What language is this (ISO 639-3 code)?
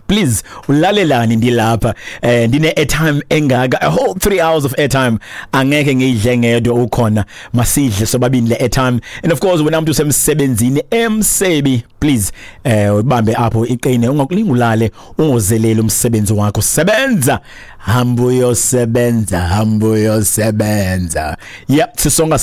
xho